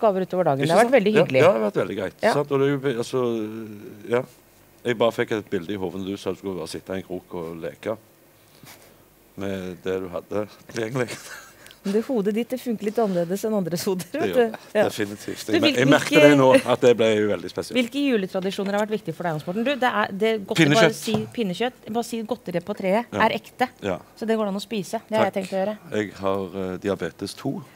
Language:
Norwegian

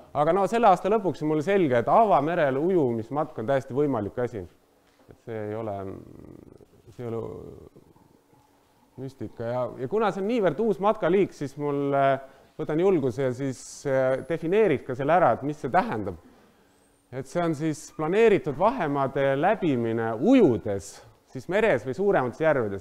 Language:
Estonian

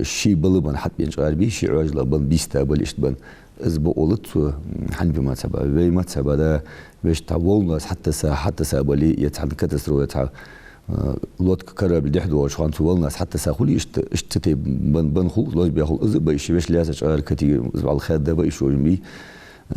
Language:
Ingush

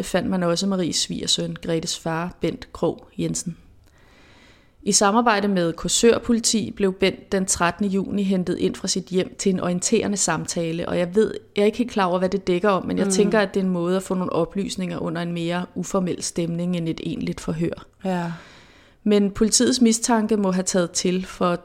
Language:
Danish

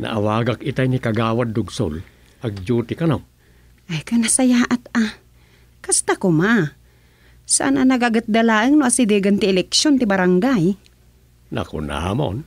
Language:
Iloko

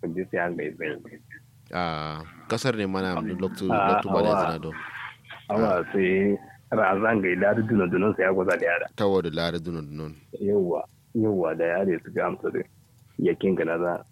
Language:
Kanuri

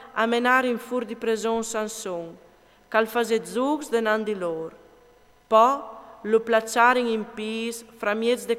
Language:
Friulian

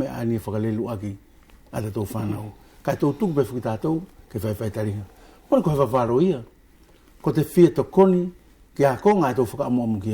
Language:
Wallisian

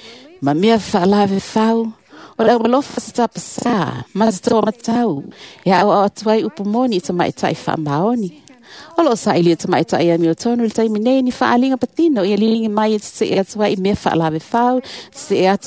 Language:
Samoan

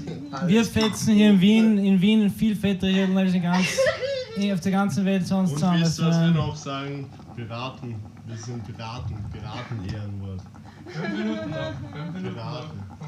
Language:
Bavarian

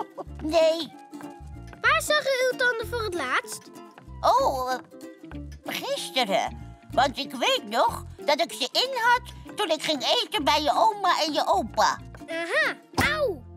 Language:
Dutch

